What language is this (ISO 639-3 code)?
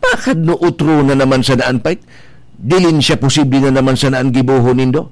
bik